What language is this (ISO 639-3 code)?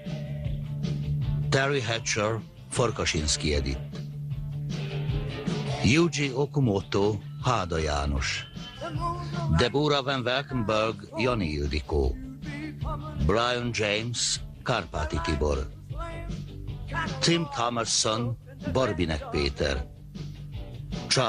hun